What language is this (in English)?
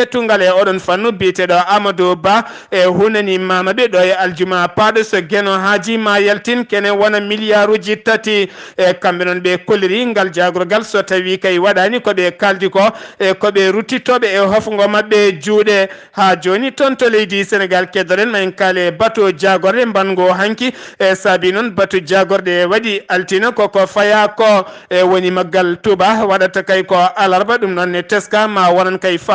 Fula